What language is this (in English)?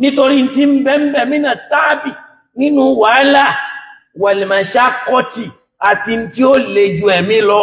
Yoruba